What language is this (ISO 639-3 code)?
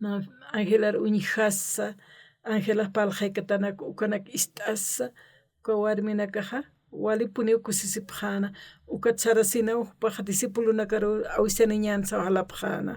aym